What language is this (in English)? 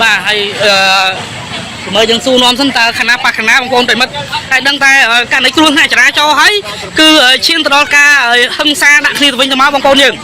Khmer